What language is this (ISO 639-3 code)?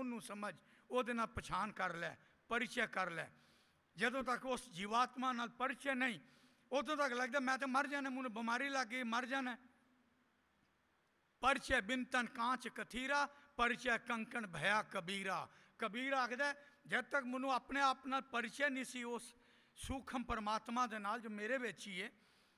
pan